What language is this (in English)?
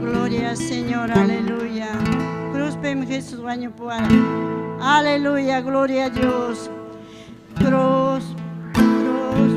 Ayacucho Quechua